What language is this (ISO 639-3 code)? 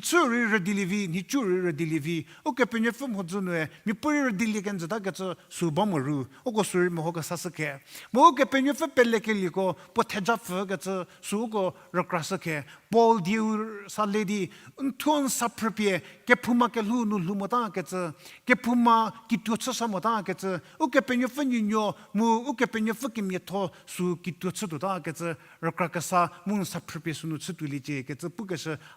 njm